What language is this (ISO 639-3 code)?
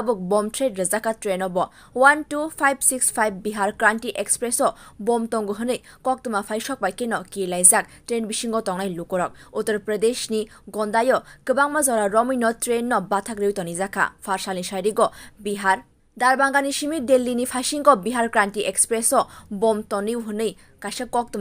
trp